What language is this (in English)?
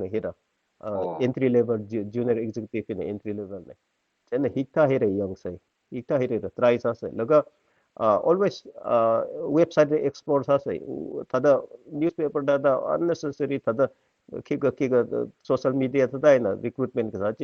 Tangkhul Naga (India)